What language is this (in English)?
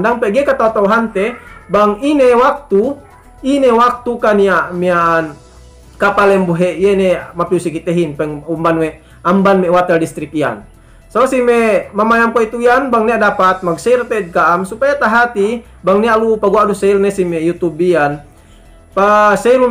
Yakan